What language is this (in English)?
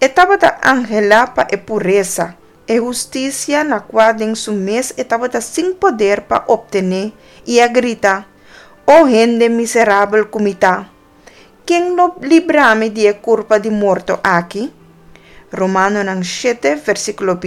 Papiamento